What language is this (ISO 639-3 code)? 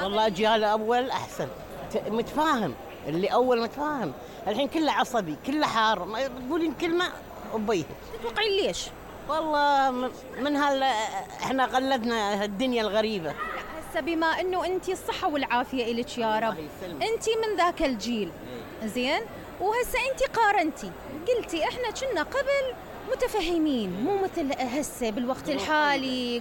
acm